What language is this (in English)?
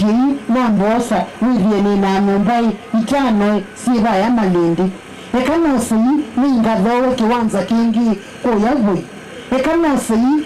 Kamba